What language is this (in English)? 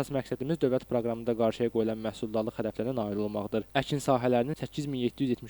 Azerbaijani